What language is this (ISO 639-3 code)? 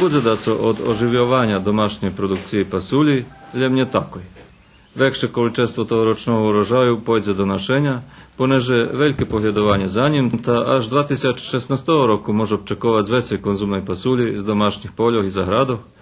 rue